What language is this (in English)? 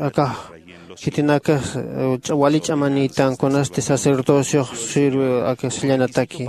Aymara